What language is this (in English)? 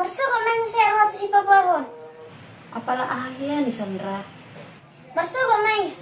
Batak Toba